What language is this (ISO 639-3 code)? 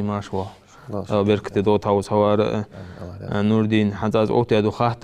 inh